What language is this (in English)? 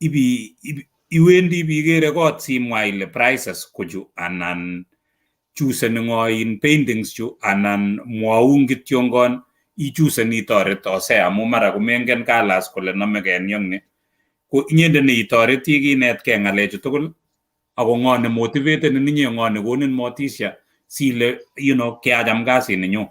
Kalenjin